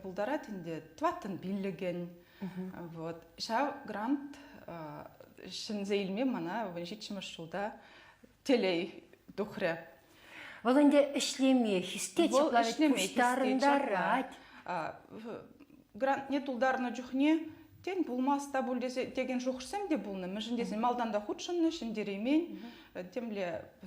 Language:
Chuvash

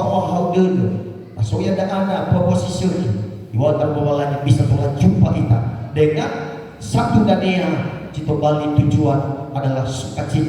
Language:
Nias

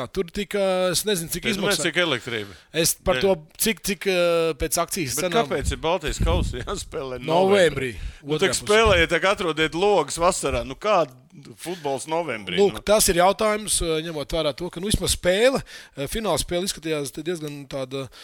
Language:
Latvian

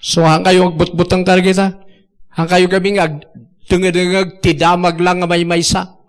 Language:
Iloko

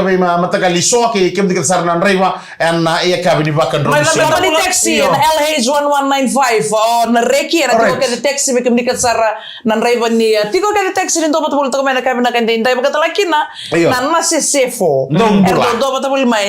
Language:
Fijian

